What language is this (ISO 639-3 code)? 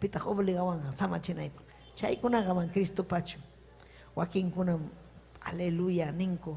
quy